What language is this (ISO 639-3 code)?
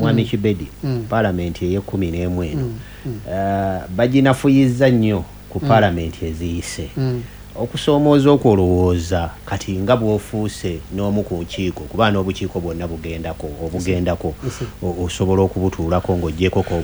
lug